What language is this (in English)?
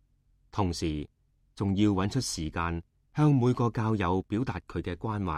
Cantonese